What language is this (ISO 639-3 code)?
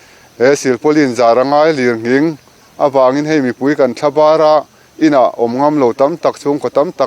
lus